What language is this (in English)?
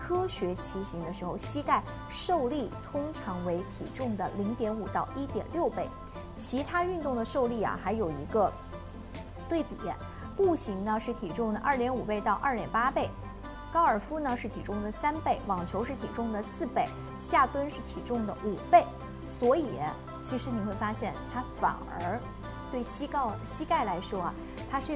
Chinese